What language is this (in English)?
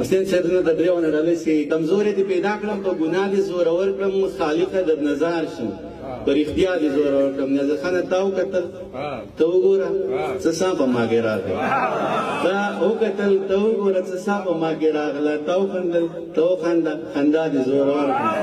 Pashto